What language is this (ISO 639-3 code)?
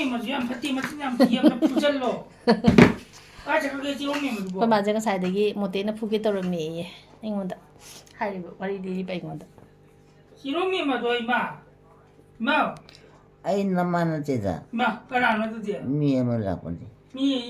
mni